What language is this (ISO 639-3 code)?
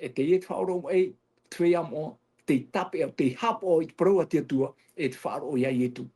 tah